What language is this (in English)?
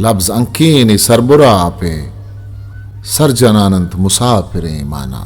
Eastern Balochi